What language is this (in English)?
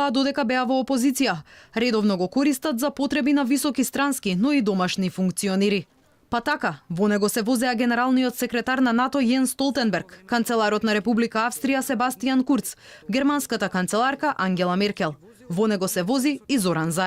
Macedonian